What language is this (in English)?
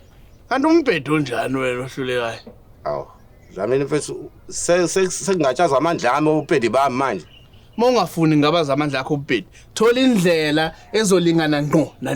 Zulu